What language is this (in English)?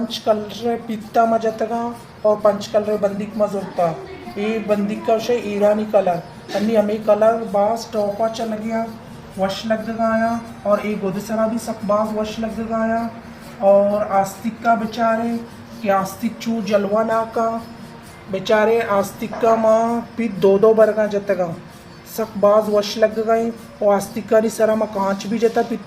Baluchi